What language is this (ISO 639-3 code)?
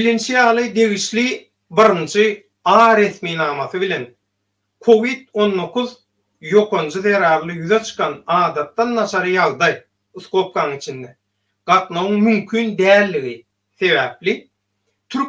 tuk